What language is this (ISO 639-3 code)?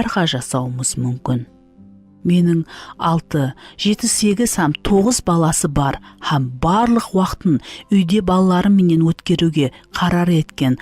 kaa